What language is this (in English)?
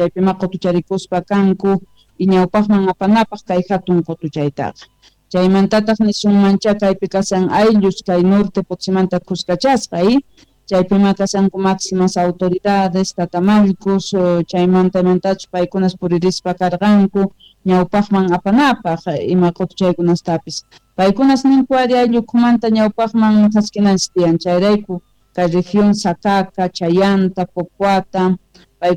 Quechua